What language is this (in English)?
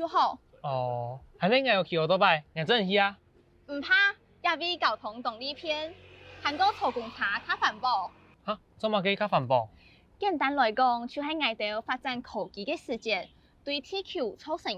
Hakka Chinese